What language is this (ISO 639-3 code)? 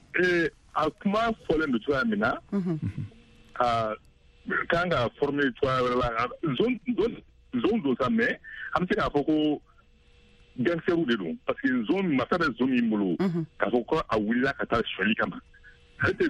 bam